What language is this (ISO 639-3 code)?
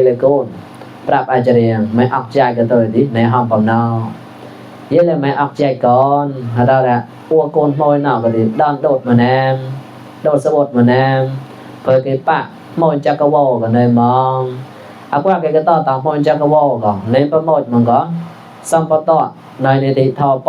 mnw